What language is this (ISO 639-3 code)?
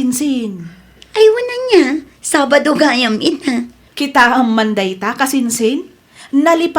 ilo